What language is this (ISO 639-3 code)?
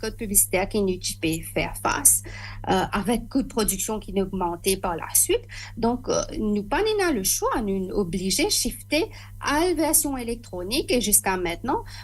mfe